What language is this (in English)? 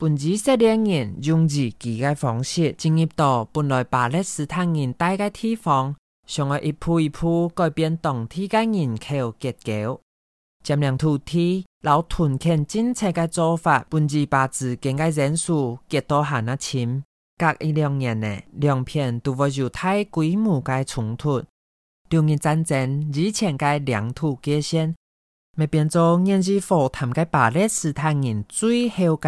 Hakka Chinese